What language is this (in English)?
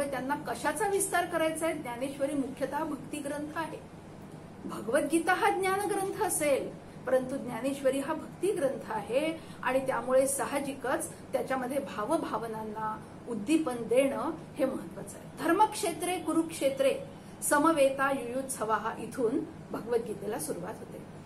Marathi